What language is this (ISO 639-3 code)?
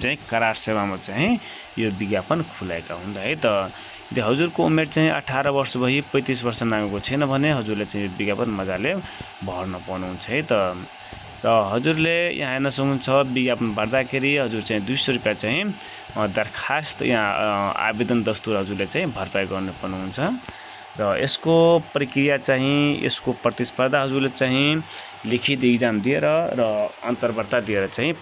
nep